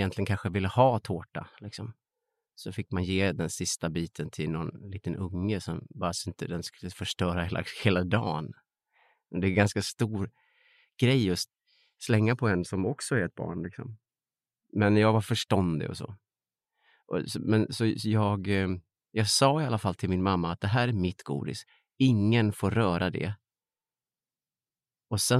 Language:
Swedish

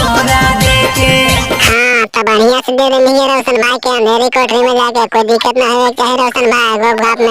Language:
Magahi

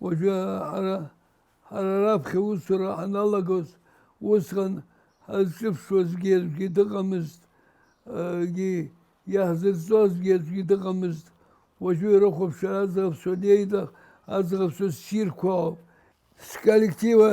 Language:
Abkhazian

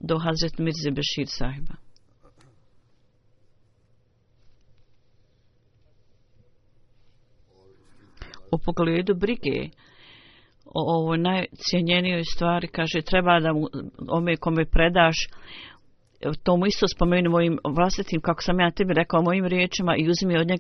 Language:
Bosnian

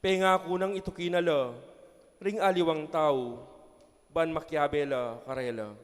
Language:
Pampanga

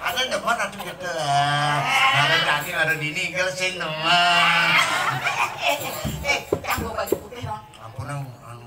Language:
Balinese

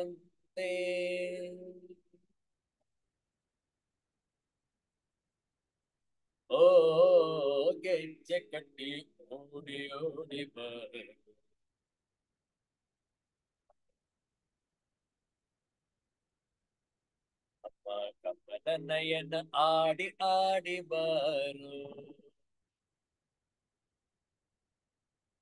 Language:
Kannada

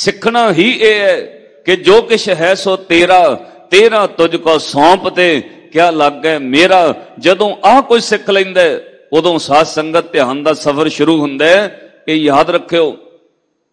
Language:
Punjabi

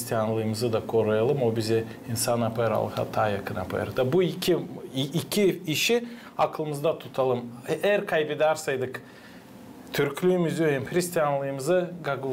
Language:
Gagauz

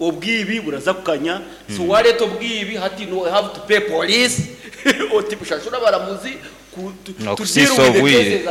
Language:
Nyankole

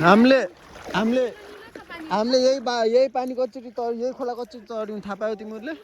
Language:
Nepali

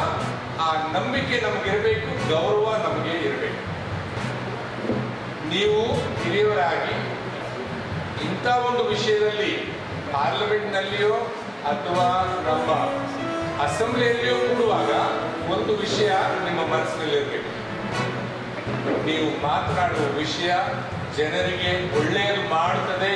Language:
Kannada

